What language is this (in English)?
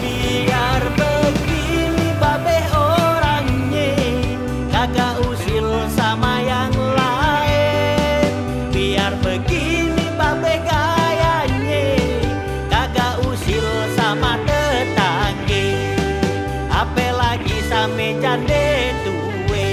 Betawi